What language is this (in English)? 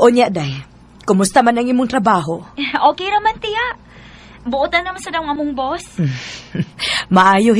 Cebuano